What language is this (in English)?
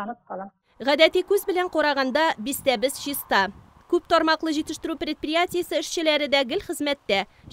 Tatar